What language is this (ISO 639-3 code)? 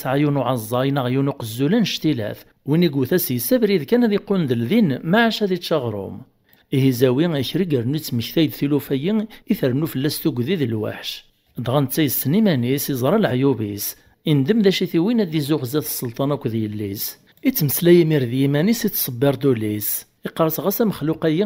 kab